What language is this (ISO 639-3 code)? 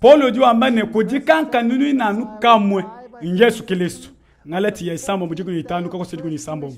lua